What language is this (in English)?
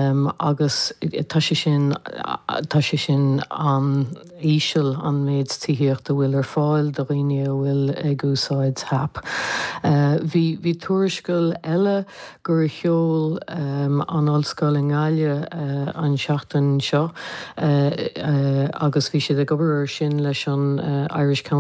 Irish